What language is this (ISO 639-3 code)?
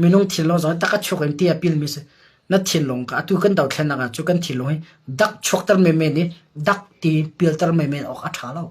cnh